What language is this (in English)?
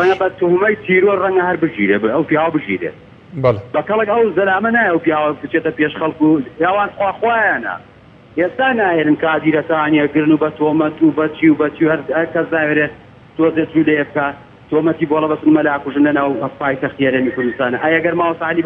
Central Kurdish